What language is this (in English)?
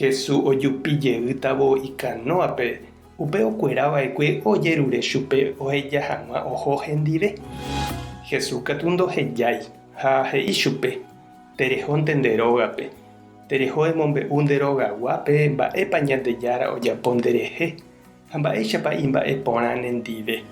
Guarani